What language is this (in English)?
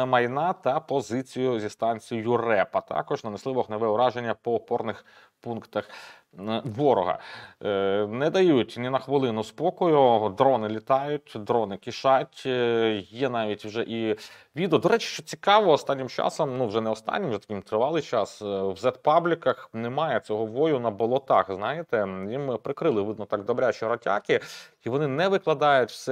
Ukrainian